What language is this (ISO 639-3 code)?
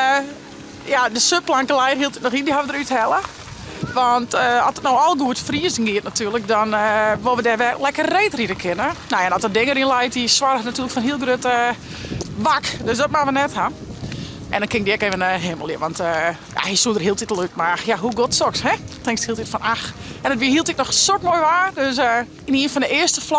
fry